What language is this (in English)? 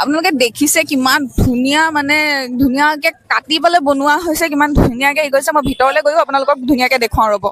Assamese